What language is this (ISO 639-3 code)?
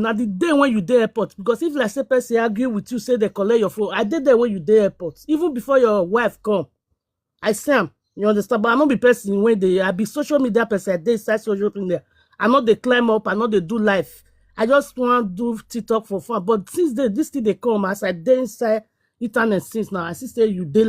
pcm